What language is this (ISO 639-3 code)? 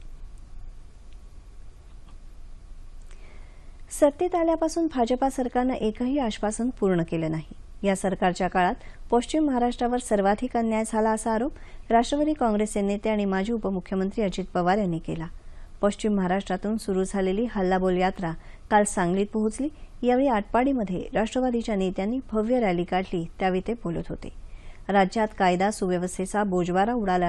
mar